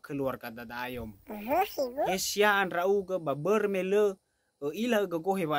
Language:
Nias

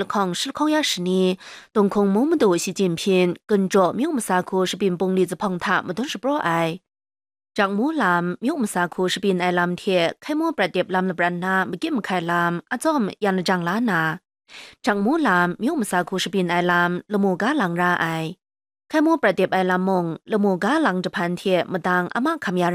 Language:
Kachin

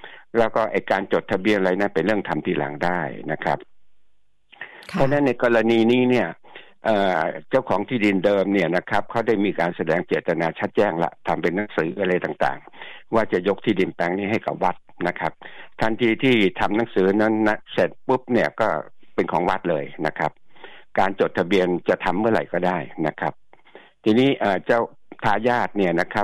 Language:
Thai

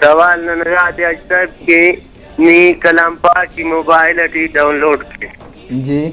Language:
Brahui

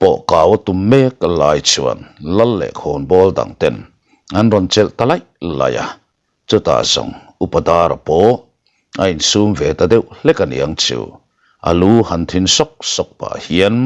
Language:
Mizo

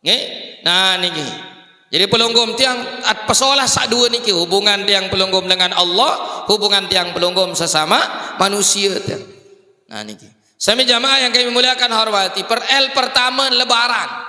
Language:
Sasak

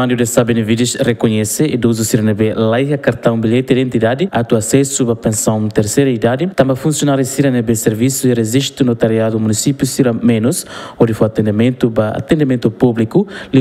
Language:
Tetum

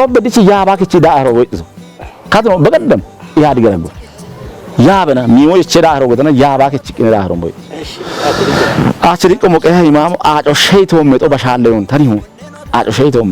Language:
Kafa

